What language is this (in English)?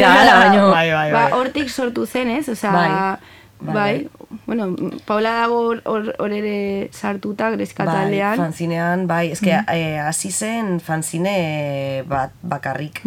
Basque